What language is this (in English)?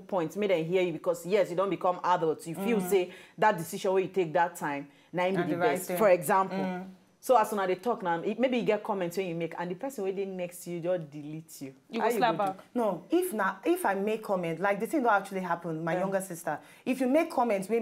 Nigerian Pidgin